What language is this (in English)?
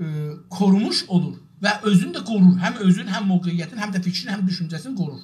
South Azerbaijani